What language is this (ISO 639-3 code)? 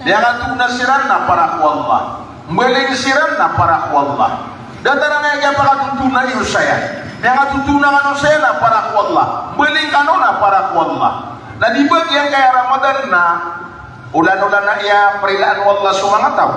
mrw